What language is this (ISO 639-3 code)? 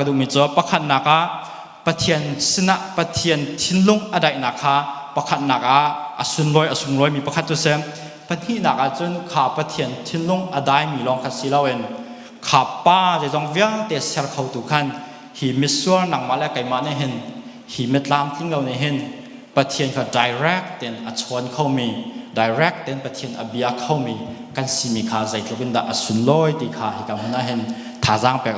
cnh